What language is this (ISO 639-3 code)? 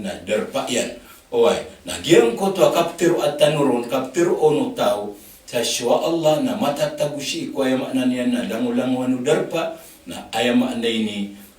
mrw